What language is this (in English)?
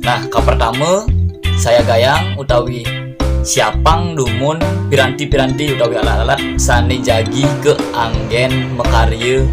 Balinese